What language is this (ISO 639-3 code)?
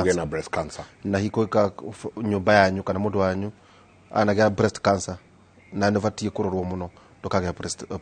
kik